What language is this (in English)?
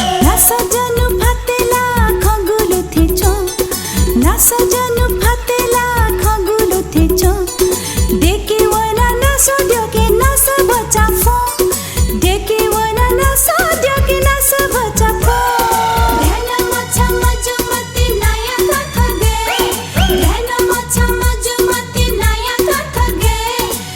Newari